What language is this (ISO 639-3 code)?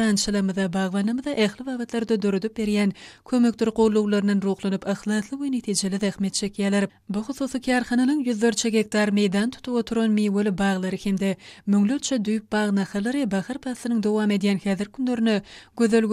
tuk